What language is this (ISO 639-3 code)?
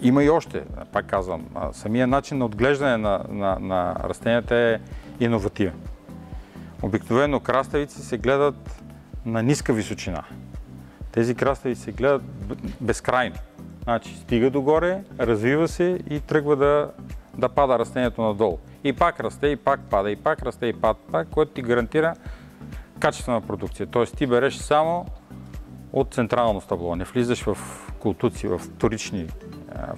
bul